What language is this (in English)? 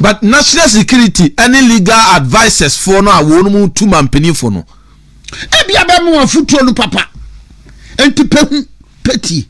Akan